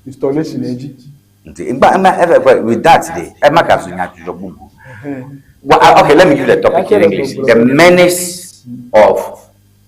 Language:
Ewe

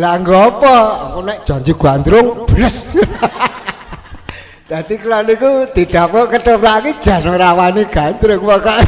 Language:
Javanese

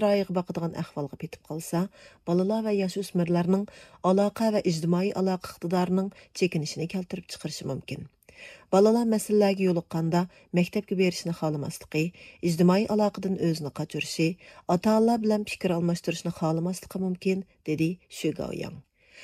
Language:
Uyghur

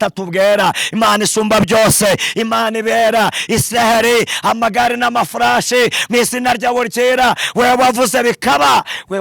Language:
Kinyarwanda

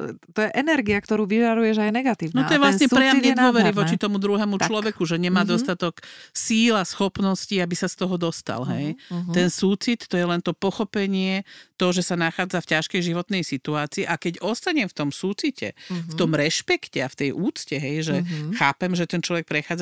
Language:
Slovak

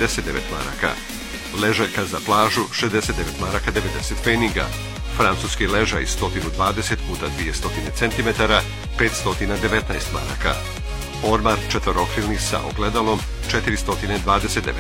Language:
Croatian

